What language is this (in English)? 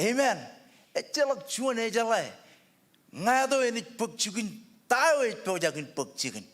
Marshallese